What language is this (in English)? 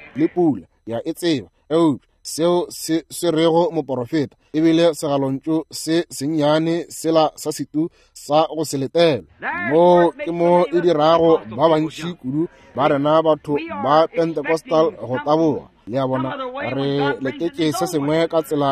Northern Sotho